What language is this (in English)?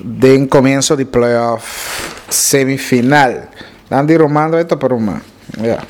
Papiamento